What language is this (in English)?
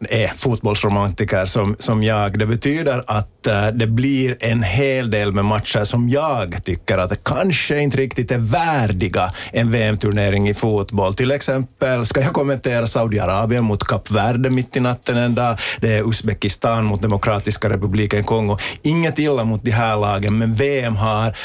Swedish